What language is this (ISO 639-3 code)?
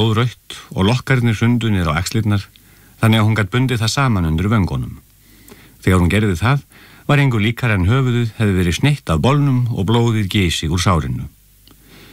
isl